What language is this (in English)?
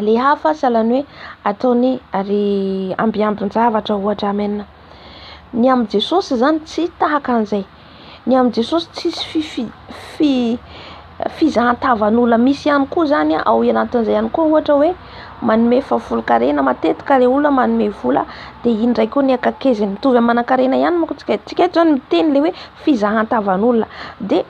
Malagasy